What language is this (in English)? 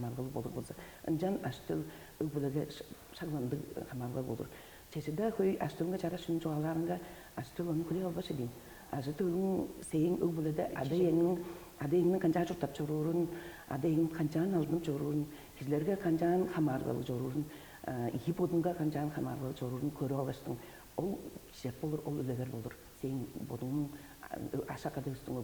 Tuvinian